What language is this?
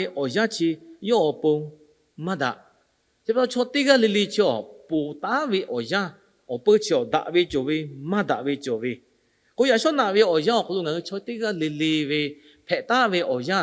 Lahu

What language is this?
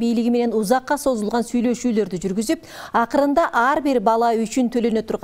Kyrgyz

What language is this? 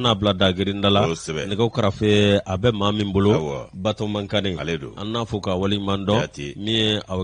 Bambara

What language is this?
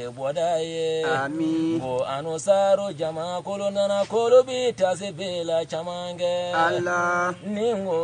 Bambara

